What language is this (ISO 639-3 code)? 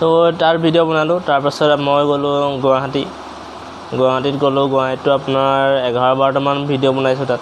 asm